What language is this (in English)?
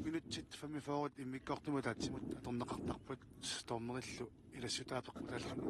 Kalaallisut